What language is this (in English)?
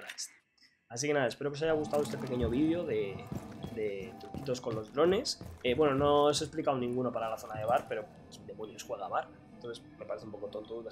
Spanish